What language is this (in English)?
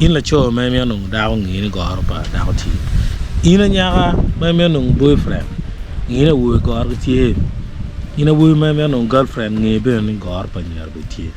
Acoli